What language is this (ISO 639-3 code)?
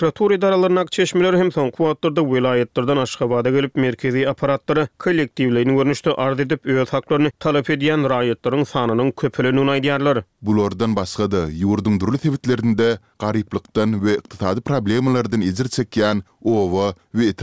tuk